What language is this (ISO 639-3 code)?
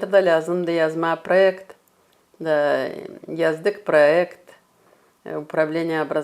gag